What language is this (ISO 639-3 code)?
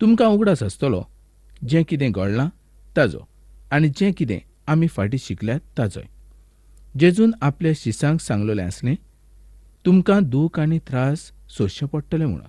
kok